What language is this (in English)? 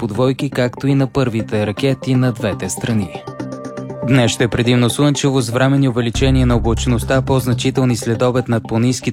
Bulgarian